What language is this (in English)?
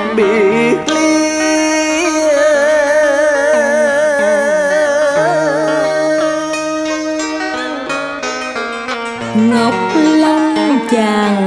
Vietnamese